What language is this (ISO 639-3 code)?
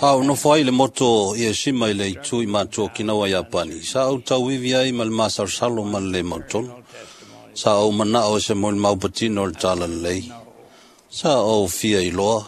smo